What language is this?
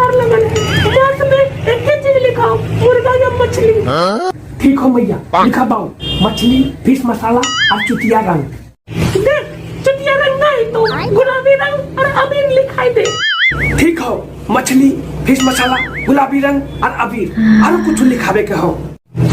Magahi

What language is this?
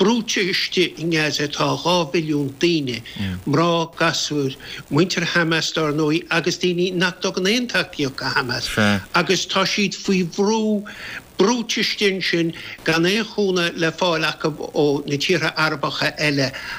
Irish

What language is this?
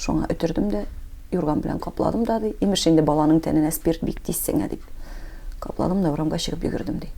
Tatar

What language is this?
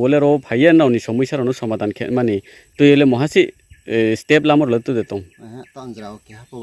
Riang (India)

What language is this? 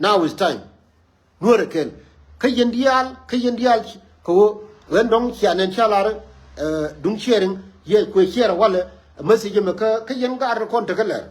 Nuer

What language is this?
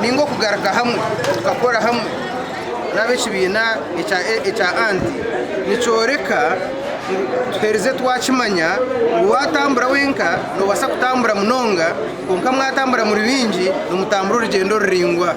Nyankole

